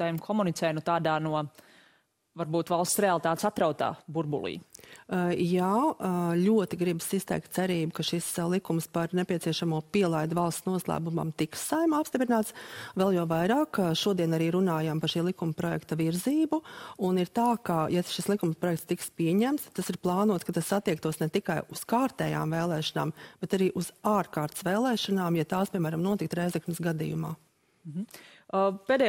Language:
Latvian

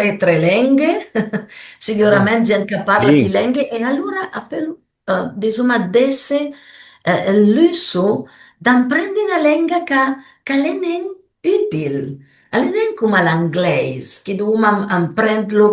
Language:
Piedmontese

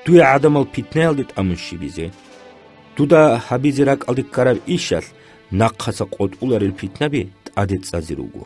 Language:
Avaric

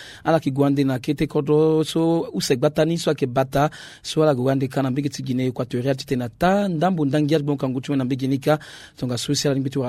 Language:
Sango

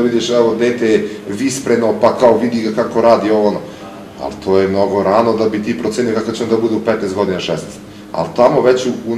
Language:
Serbian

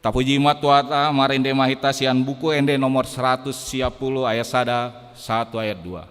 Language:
Batak Toba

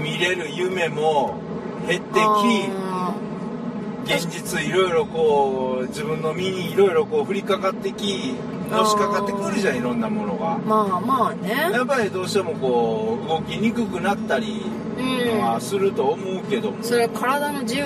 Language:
Japanese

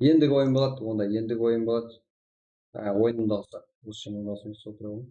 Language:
Kara-Kalpak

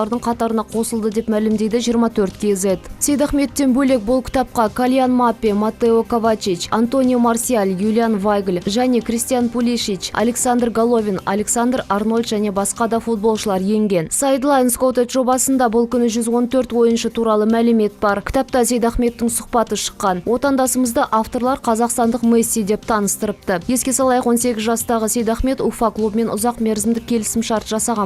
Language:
Kazakh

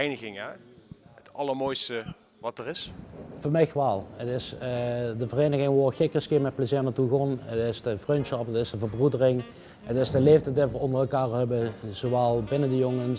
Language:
Limburgish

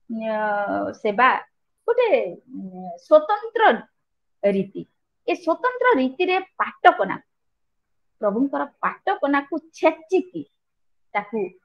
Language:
Odia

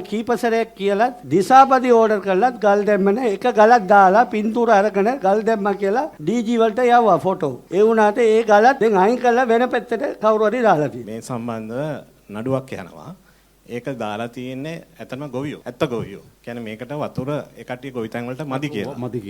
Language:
Sinhala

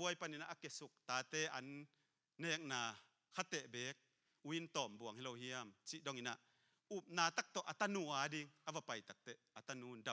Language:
Tedim Chin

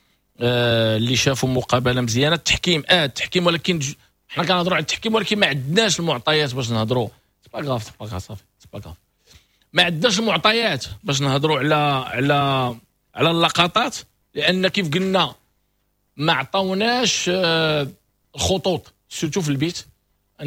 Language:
Moroccan Arabic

